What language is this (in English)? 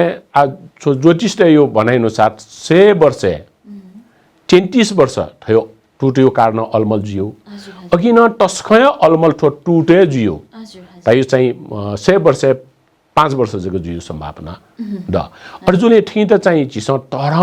Newari